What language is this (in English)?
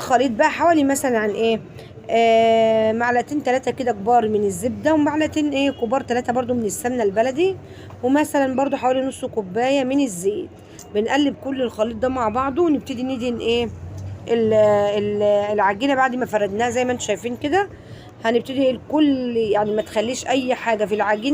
Egyptian Arabic